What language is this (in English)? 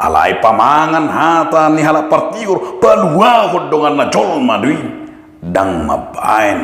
Batak Toba